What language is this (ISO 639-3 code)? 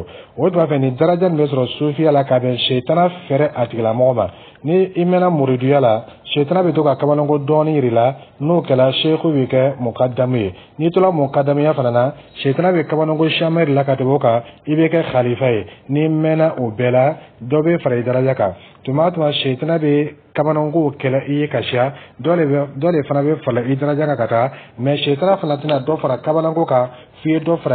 dyu